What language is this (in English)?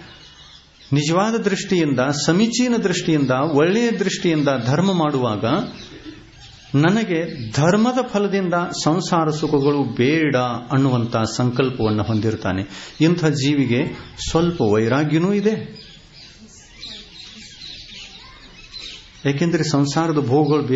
Kannada